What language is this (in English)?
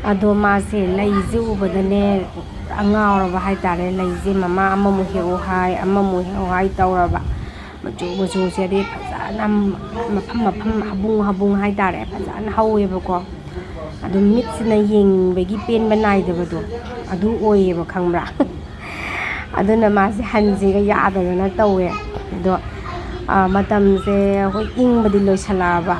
Manipuri